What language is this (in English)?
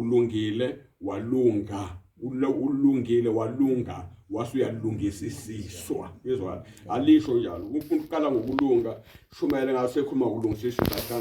Zulu